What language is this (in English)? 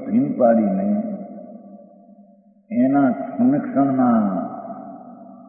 Gujarati